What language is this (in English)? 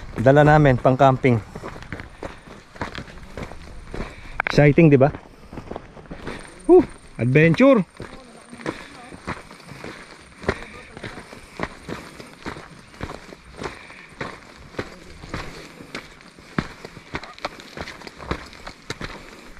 Filipino